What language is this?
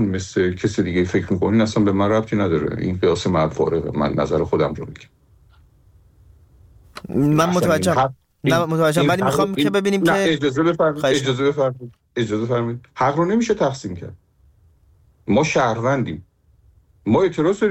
Persian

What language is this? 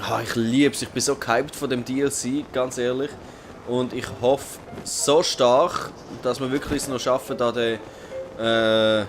Swiss German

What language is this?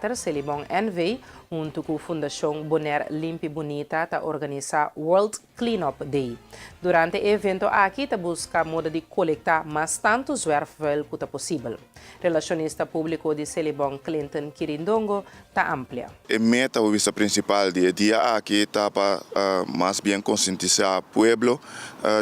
Papiamento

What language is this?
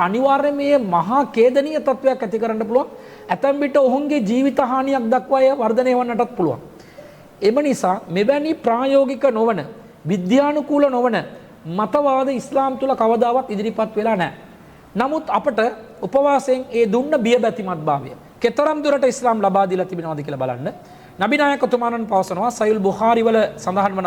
Sinhala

